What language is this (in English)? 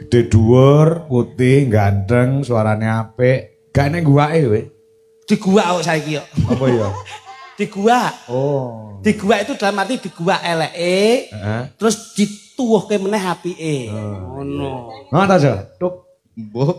Javanese